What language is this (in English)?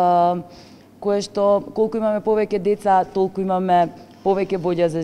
Macedonian